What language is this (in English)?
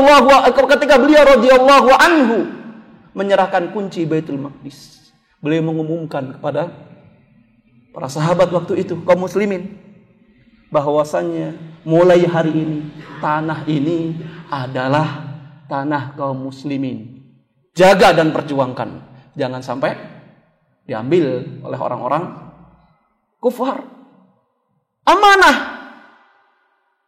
Indonesian